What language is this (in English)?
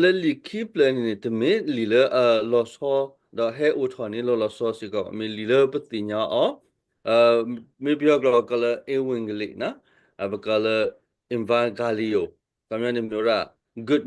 S'gaw Karen